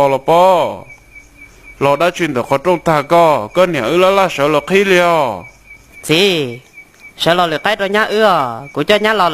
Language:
Hmong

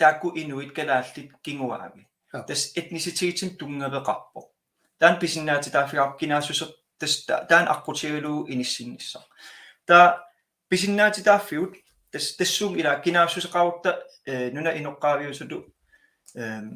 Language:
Kalaallisut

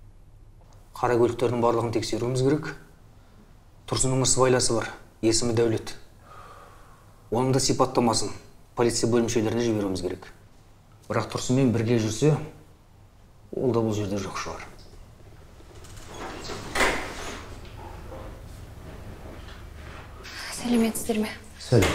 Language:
Kazakh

